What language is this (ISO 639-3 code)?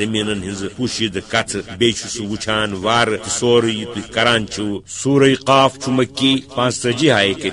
kas